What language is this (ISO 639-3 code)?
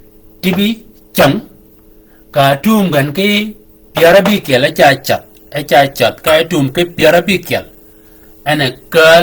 shk